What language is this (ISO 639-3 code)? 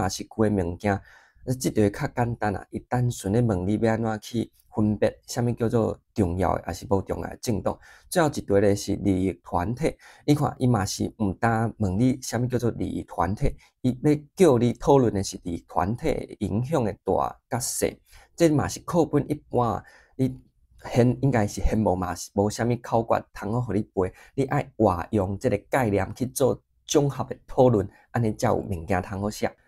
nan